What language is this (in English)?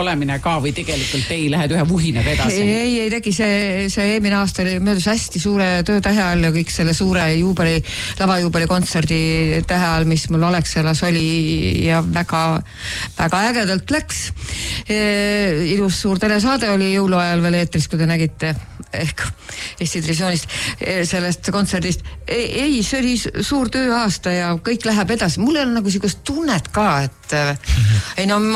Estonian